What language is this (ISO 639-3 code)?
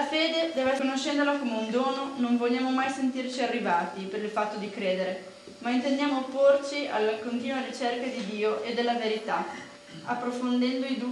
ita